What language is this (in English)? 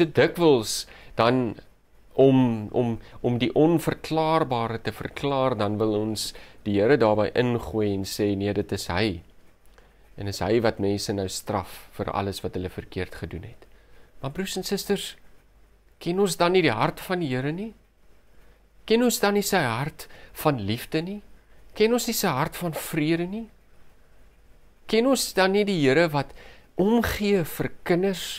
Afrikaans